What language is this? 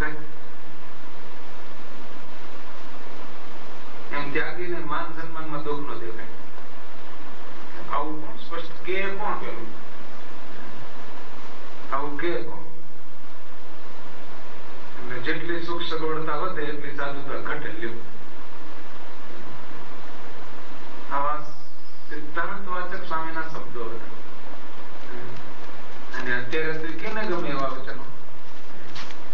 Gujarati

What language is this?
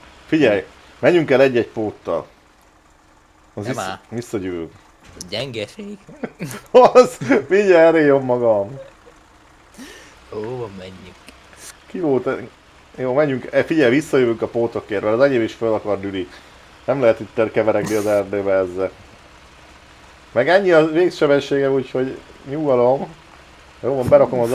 Hungarian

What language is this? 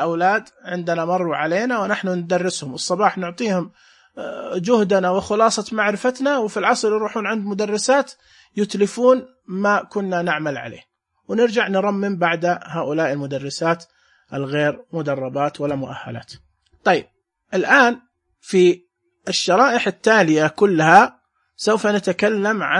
Najdi Arabic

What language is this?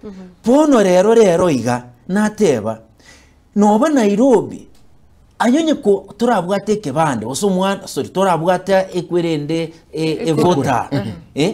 Gusii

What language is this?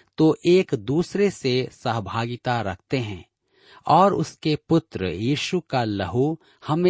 Hindi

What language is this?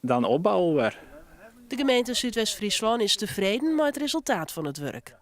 Western Frisian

